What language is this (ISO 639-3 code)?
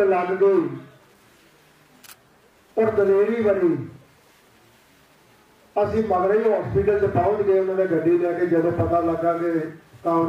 pan